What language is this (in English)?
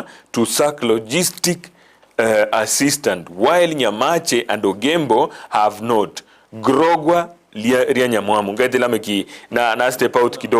Gusii